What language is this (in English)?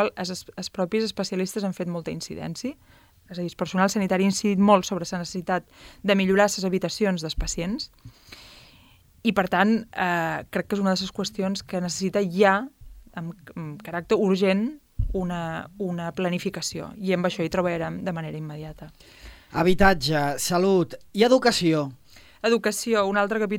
Catalan